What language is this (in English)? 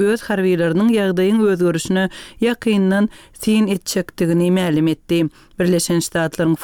Turkmen